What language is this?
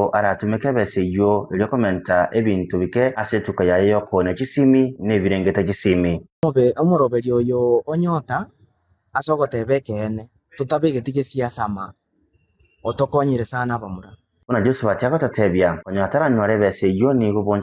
Gusii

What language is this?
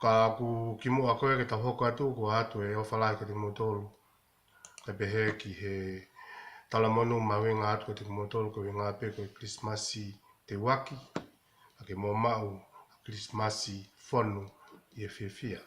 Tongan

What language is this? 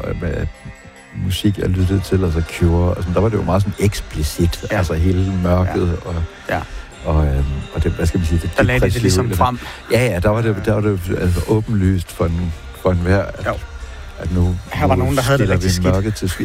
Danish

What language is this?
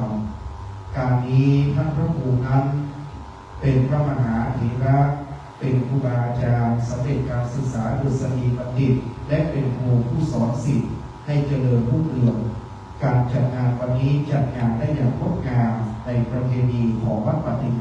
Pali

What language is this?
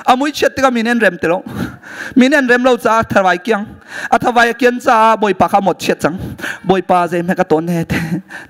Hakha Chin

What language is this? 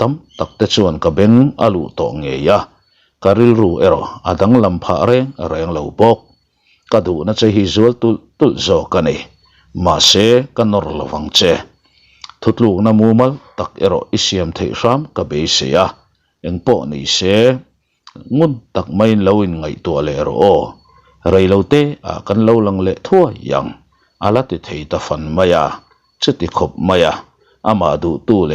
Mizo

